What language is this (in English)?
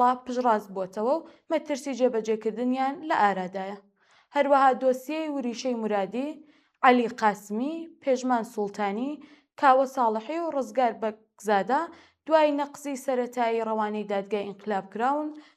Central Kurdish